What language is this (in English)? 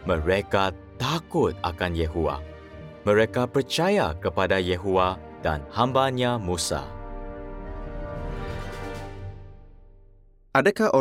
Malay